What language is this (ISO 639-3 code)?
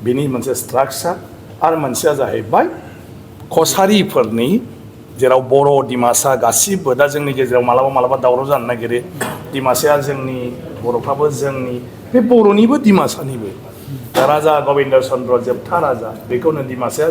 brx